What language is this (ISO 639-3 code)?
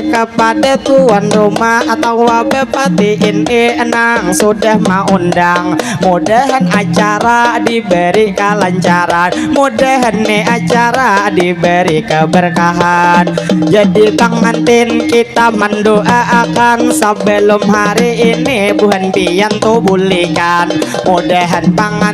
bjn